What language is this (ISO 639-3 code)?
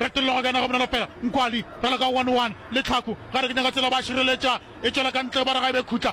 nso